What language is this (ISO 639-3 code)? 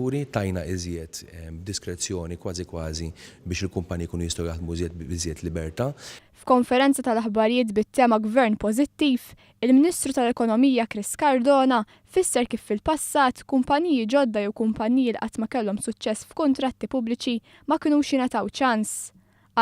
mlt